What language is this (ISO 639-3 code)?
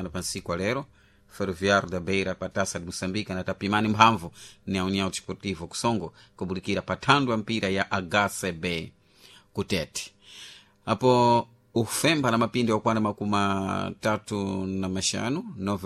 seh